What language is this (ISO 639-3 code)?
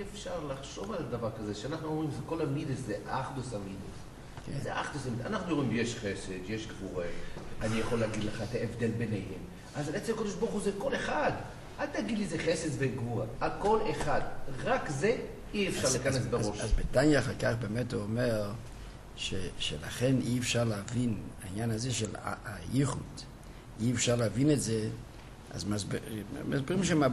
heb